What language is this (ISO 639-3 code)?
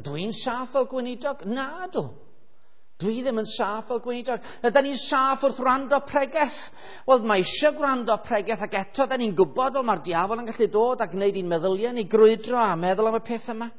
cym